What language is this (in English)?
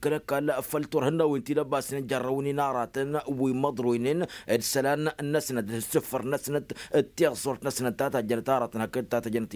Tamasheq